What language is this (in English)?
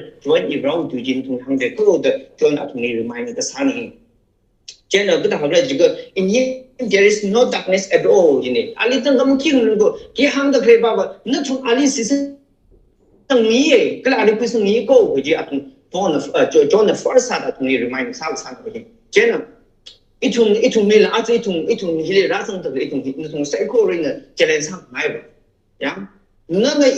Tangkhul Naga (India)